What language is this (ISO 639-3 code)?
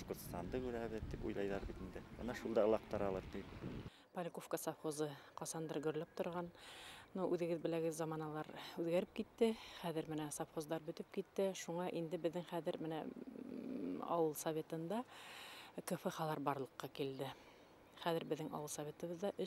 bak